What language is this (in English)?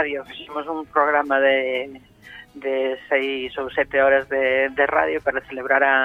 Galician